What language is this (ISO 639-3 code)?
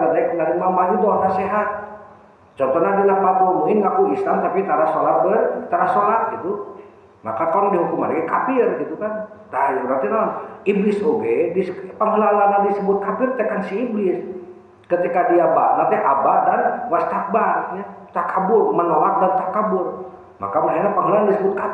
sun